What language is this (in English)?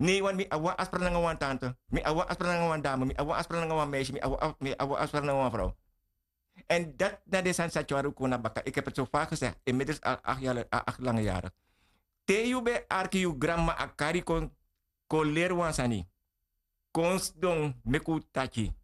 Sranan Tongo